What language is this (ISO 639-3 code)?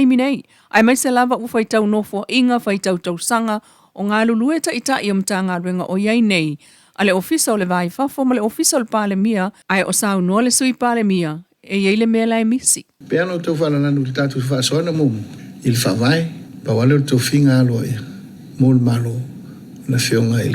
smo